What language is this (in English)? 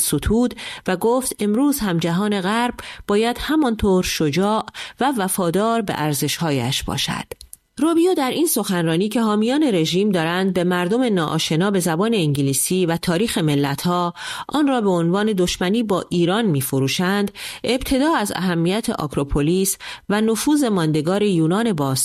Persian